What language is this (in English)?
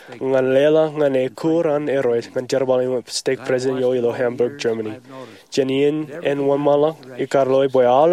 Marshallese